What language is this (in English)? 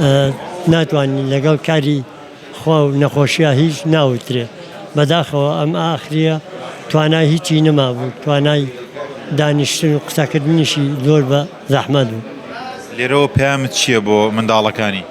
Central Kurdish